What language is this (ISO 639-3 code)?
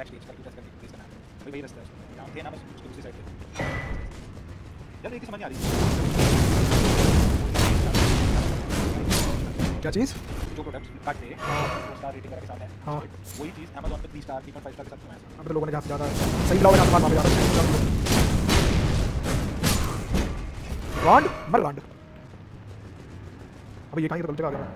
hin